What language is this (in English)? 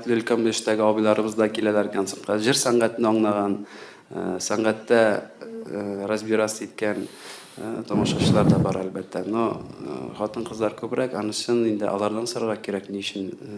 Tatar